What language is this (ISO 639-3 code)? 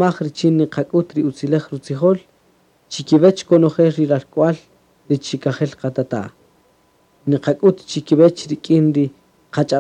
cak